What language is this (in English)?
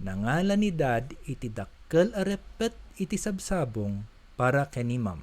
Iloko